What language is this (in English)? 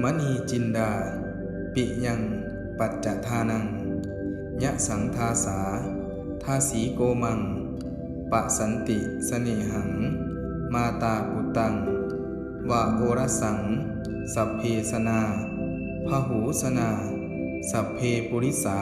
Pali